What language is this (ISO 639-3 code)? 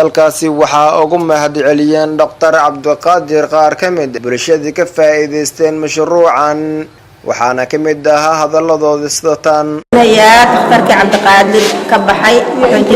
som